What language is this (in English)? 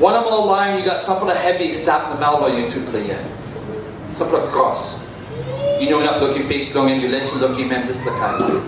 Tok Pisin